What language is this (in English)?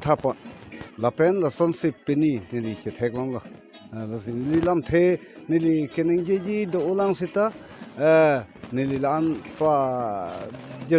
Karbi